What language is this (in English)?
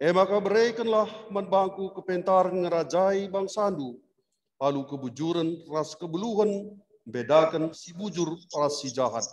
Batak Karo